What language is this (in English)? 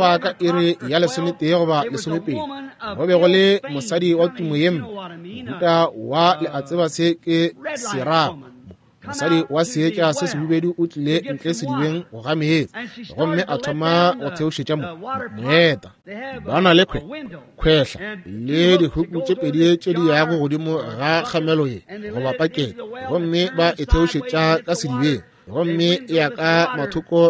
Northern Sotho